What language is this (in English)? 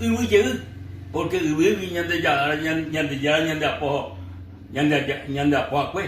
Guarani